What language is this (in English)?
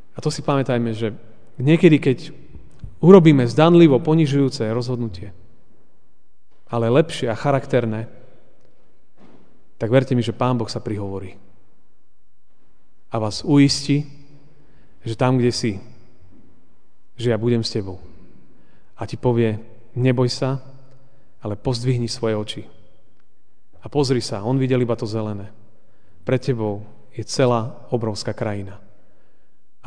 Slovak